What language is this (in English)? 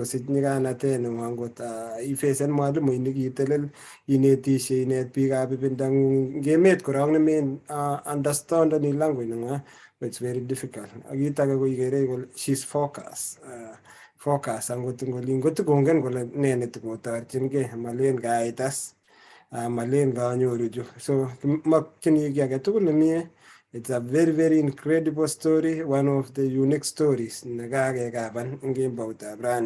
Kalenjin